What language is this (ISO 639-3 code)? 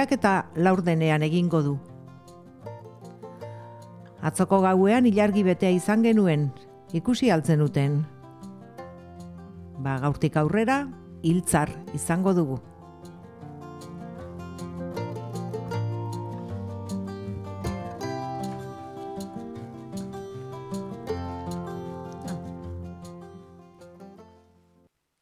eus